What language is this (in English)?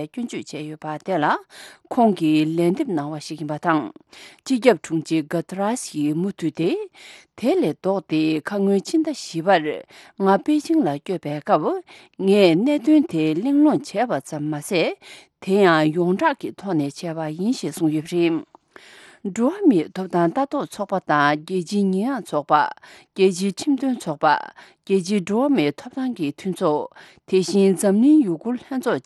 Tibetan